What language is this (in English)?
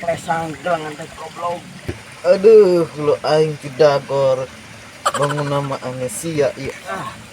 Sundanese